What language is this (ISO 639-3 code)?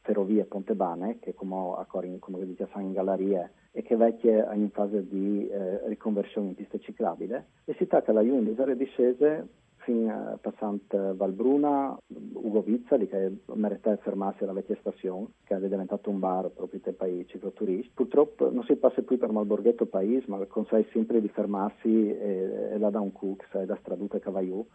fur